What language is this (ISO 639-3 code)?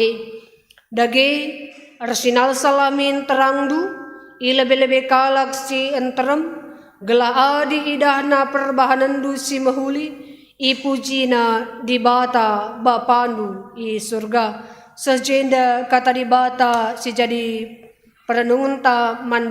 btx